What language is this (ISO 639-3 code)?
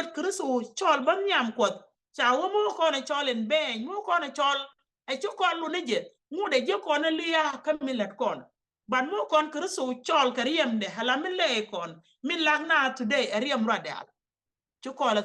nus